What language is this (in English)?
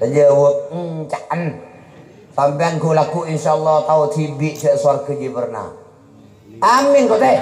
Madurese